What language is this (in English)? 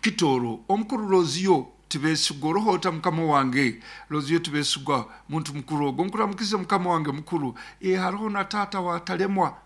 Nyankole